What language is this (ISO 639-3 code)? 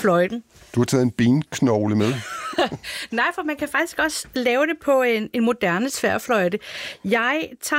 dan